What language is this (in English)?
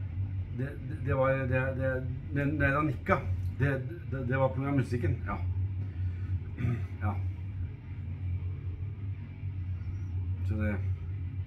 Norwegian